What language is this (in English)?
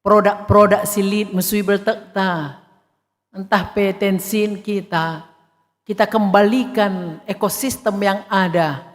Batak Karo